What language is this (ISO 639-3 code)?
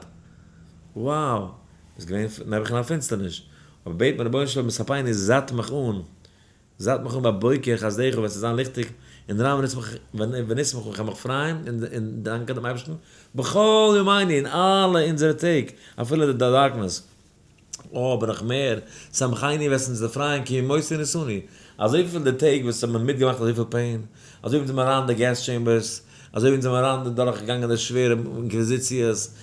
yid